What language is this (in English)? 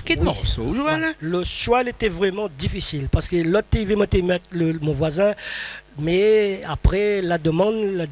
Réunion Creole French